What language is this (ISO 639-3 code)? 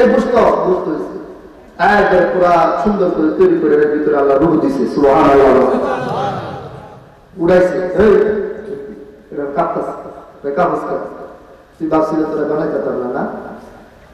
ben